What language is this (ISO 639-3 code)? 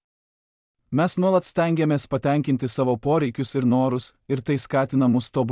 lit